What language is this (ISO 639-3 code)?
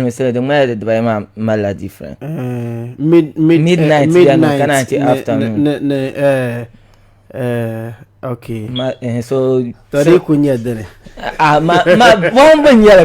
dag